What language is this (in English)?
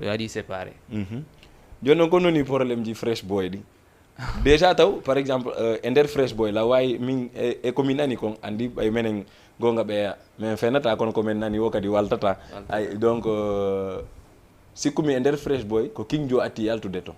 Fula